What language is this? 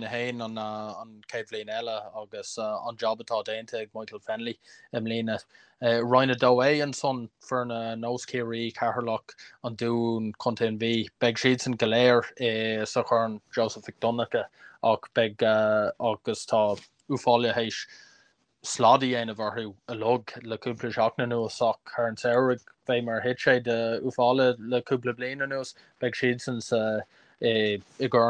Irish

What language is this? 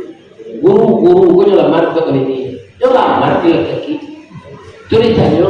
Minangkabau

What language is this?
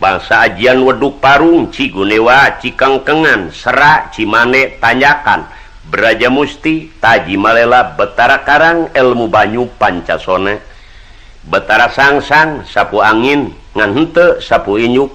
Sundanese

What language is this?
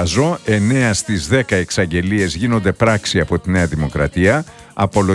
Greek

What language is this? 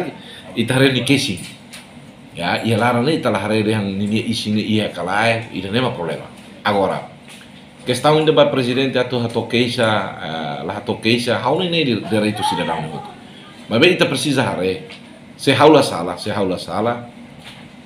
Tetum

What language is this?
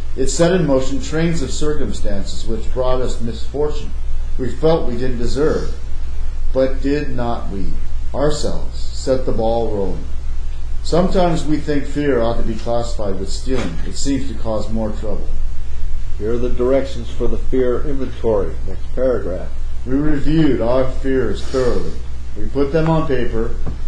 English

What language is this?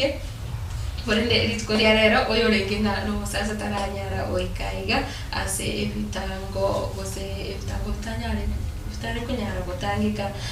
Gusii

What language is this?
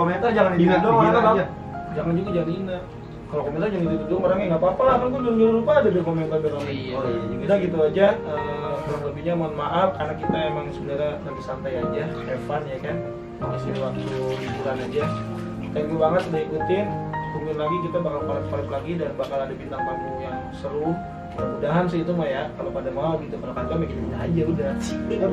Betawi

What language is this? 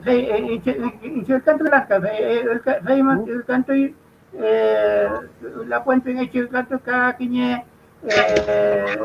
Mapuche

